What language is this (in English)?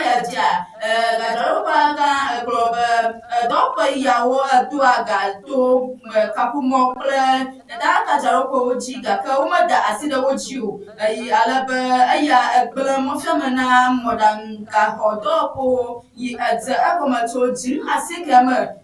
Ewe